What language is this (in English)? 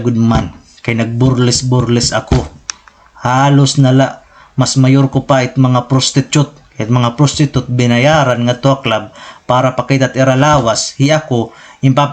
Waray